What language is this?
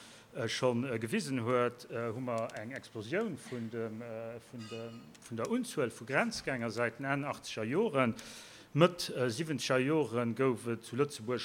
Luxembourgish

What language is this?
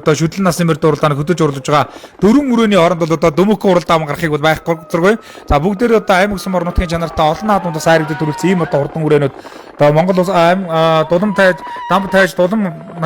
Mongolian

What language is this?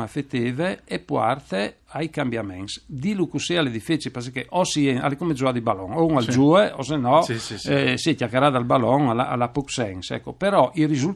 Friulian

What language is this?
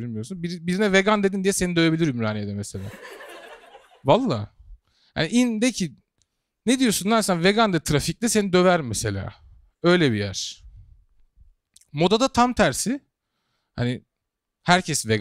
Turkish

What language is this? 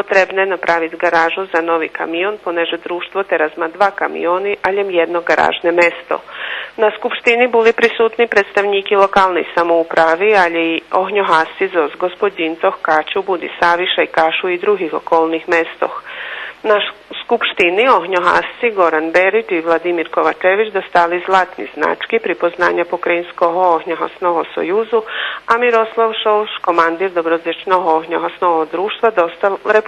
Rusyn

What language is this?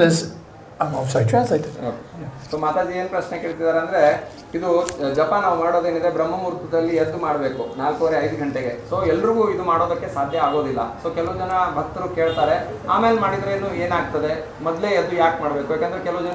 Kannada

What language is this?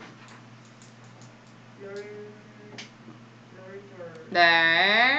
Korean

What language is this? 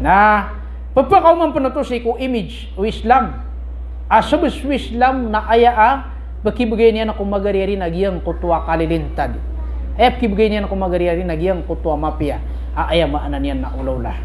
Maranao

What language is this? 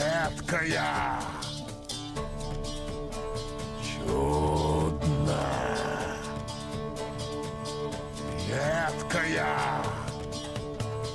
Russian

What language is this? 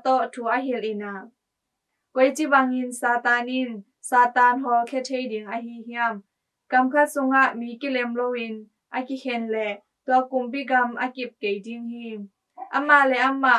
Tedim Chin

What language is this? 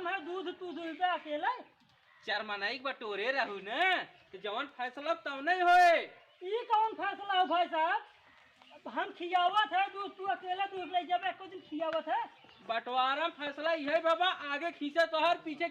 Awadhi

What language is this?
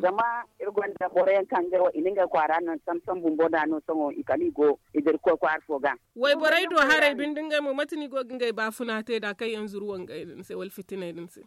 Zarma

